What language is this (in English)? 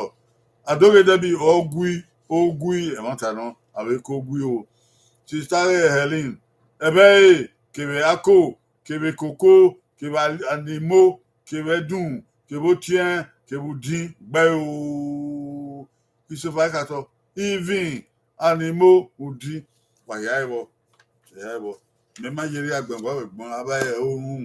Bini